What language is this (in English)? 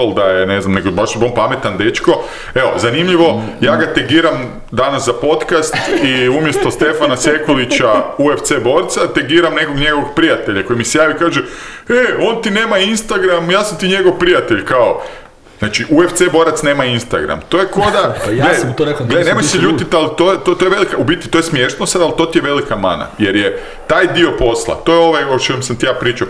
Croatian